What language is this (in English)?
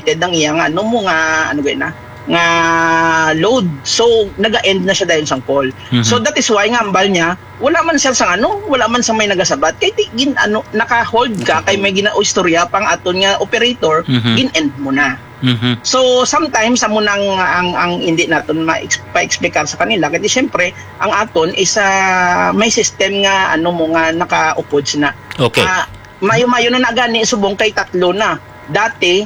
Hiligaynon